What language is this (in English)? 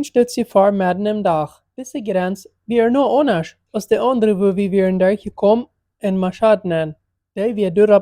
Plautdietsch